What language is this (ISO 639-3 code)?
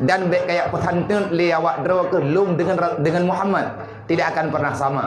ace